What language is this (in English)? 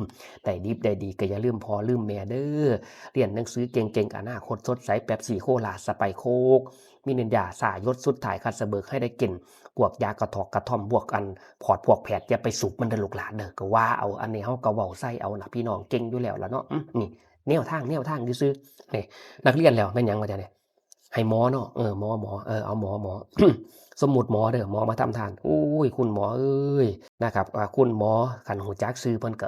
Lao